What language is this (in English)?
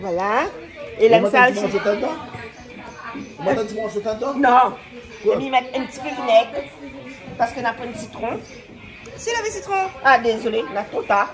Réunion Creole French